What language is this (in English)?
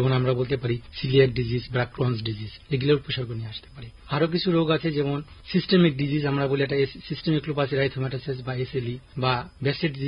Bangla